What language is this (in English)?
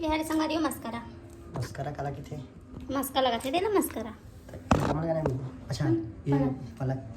Chhattisgarhi